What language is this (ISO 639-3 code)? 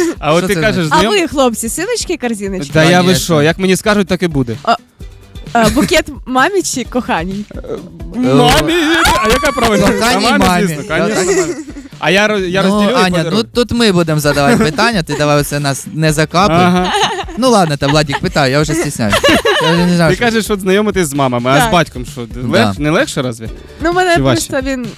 ukr